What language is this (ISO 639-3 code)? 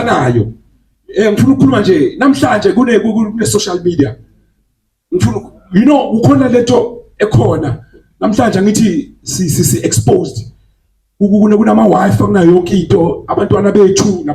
zul